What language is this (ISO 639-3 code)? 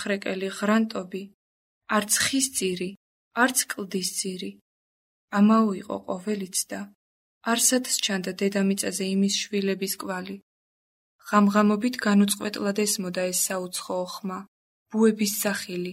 kat